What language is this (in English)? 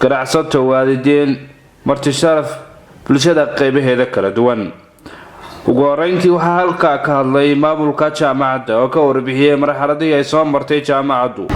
Somali